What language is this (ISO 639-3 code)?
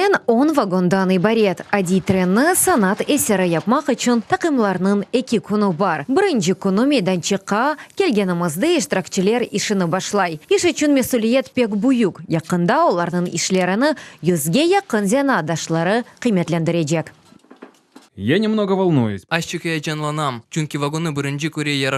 crh